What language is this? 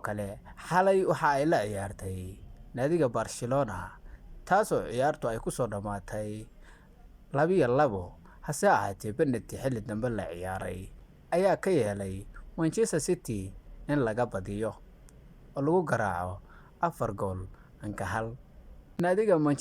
Somali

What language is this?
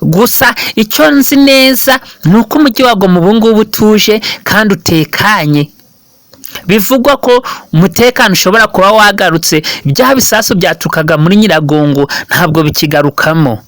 Kinyarwanda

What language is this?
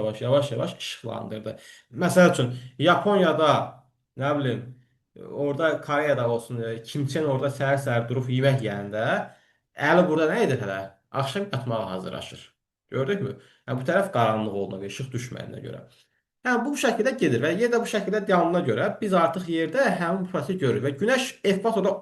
Azerbaijani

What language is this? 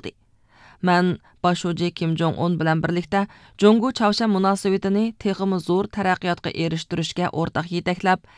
Uyghur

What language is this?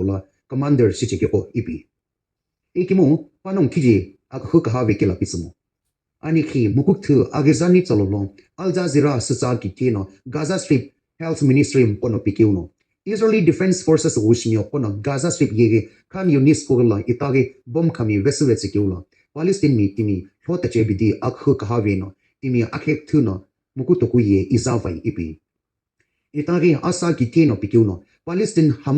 Sumi Naga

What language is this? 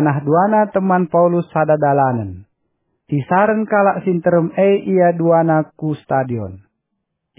Batak Karo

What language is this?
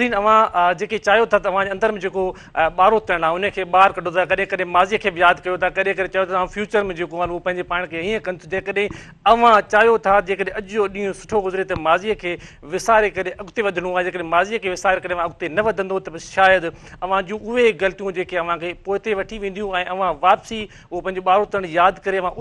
Sindhi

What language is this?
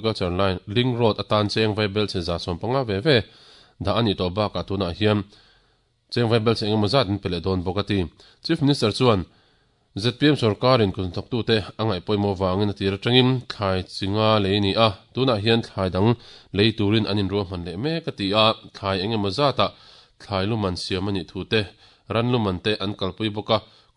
Mizo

